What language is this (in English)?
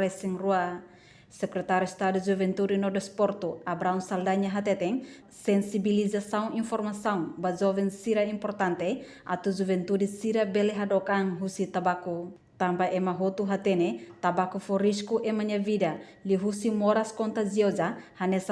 Tetum